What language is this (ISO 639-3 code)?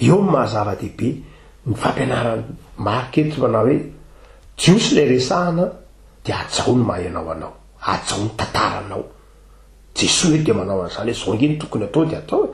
mlg